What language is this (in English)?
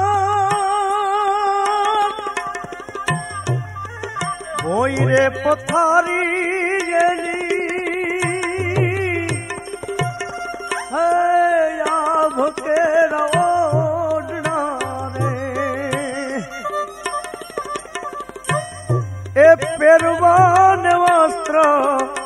Gujarati